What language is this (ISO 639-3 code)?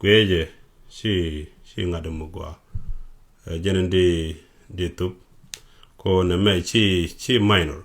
nus